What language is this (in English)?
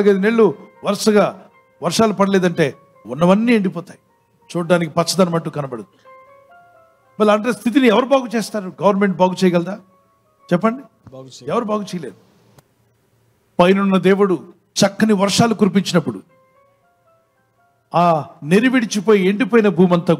Telugu